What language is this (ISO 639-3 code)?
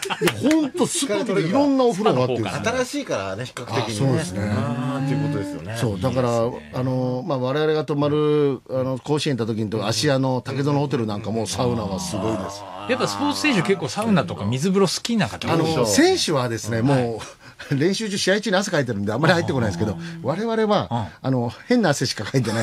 jpn